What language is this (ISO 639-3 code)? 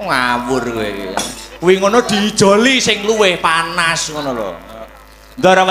jav